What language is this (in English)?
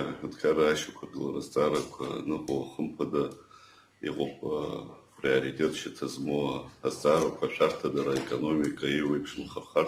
Abkhazian